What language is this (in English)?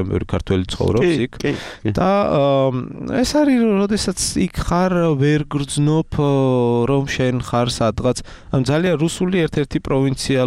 Georgian